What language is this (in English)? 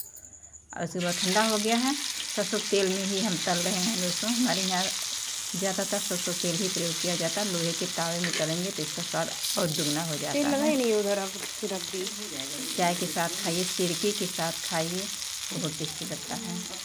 Hindi